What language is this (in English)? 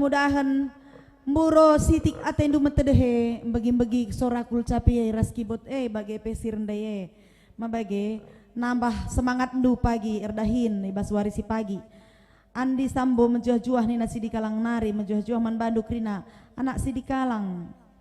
Batak Karo